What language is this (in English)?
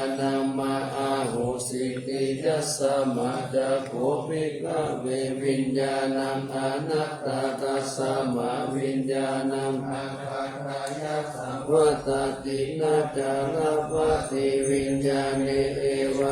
Pali